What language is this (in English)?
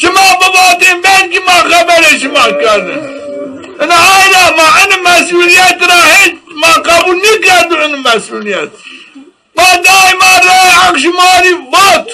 Zaza